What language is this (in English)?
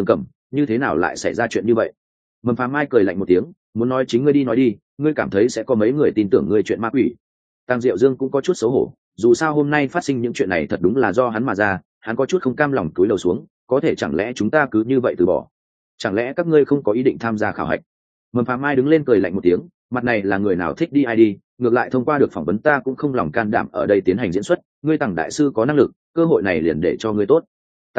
Vietnamese